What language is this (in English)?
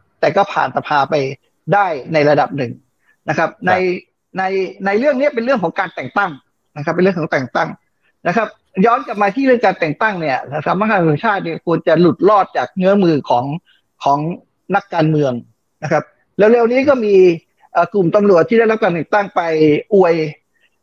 Thai